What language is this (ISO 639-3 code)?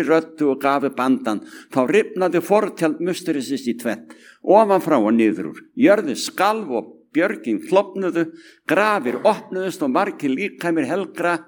isl